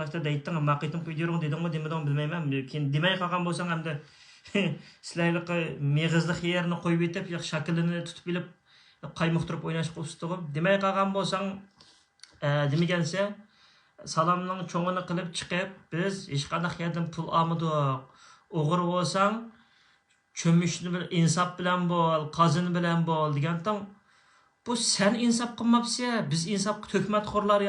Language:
Uyghur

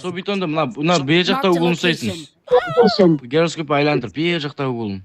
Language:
Kara-Kalpak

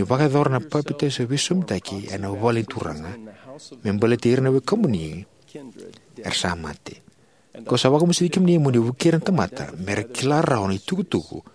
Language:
Fijian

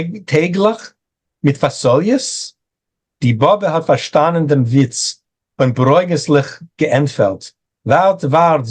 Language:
Yiddish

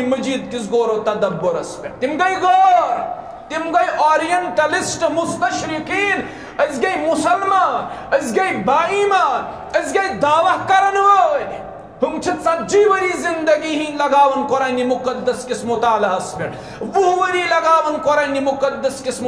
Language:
Kashmiri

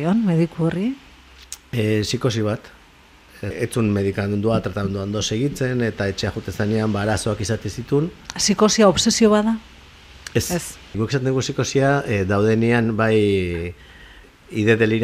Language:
Basque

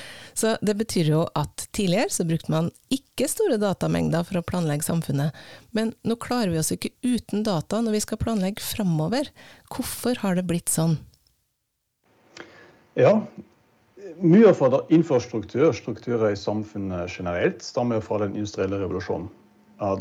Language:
Norwegian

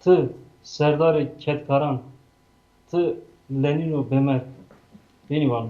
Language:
Zaza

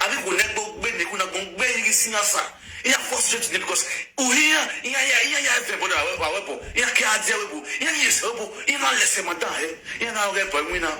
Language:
Nigerian Pidgin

